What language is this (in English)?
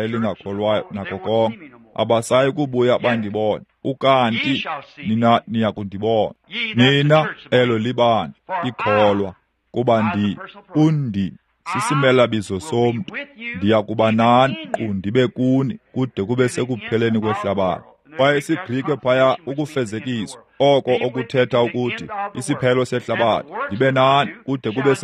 Xhosa